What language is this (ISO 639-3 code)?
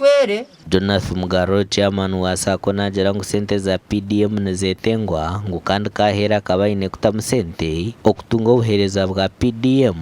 nyn